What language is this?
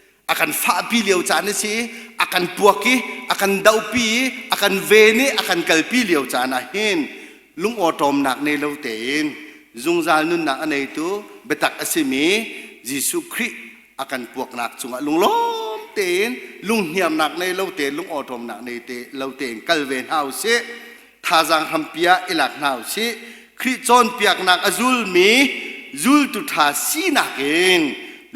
Hakha Chin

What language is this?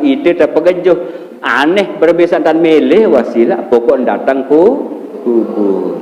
Sasak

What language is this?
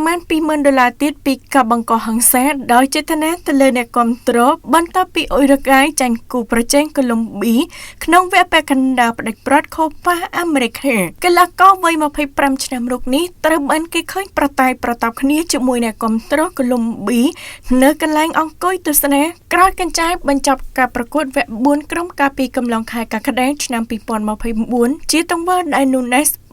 Khmer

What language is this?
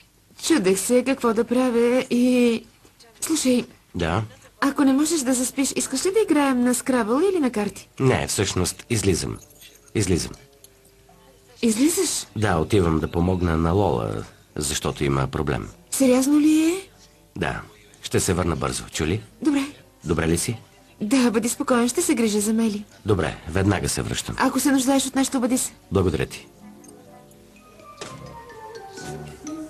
Bulgarian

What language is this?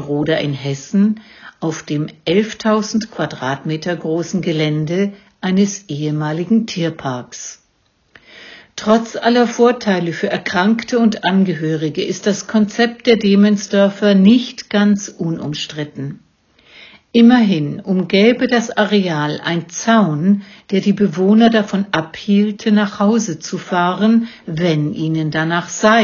German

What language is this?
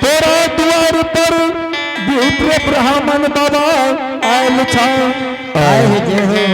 Angika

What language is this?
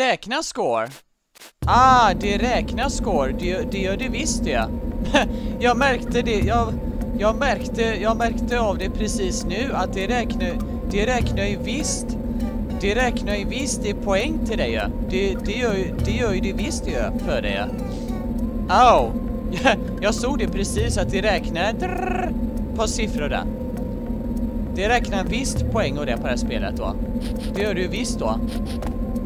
Swedish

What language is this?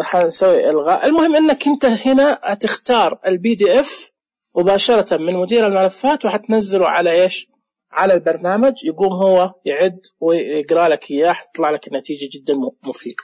Najdi Arabic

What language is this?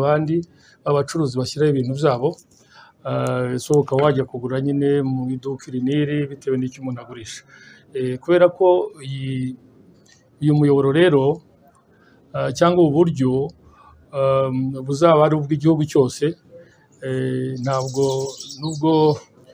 Kinyarwanda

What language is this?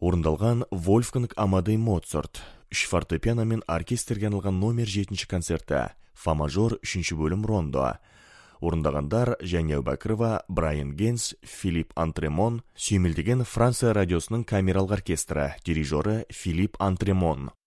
Kazakh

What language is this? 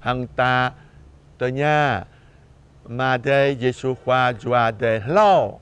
Jarai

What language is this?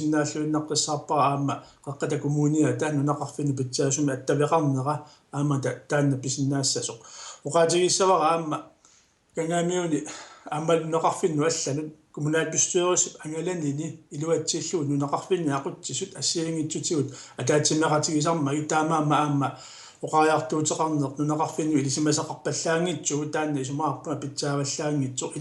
Kalaallisut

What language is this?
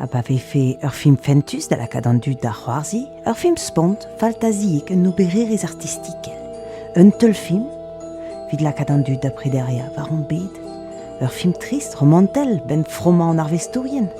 Breton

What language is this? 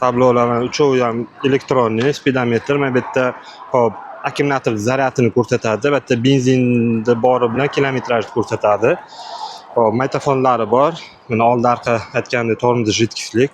Uzbek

